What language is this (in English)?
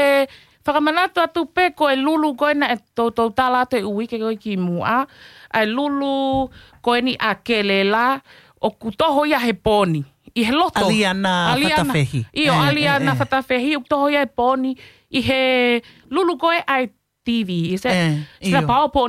Tongan